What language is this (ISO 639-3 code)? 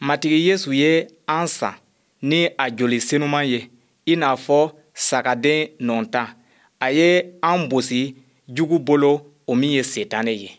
bam